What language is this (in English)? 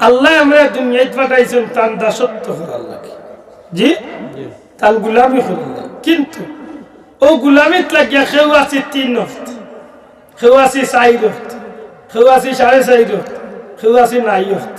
Sylheti